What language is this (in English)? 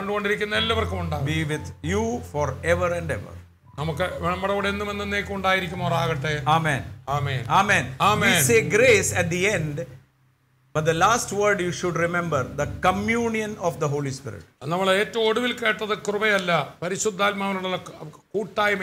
Malayalam